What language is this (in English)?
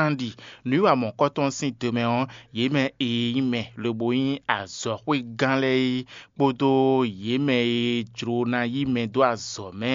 Fon